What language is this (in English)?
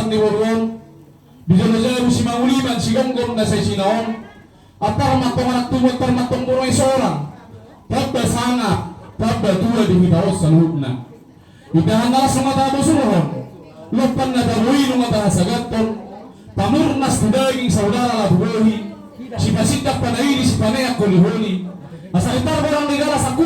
Batak Toba